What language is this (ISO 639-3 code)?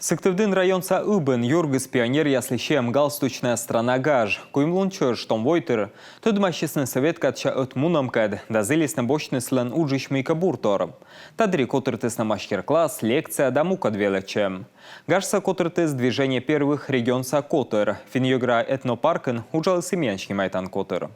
kom